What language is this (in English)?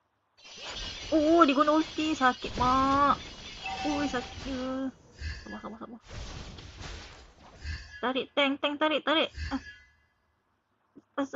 Malay